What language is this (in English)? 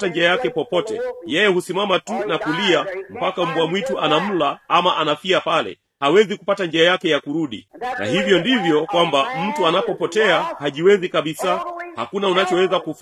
Swahili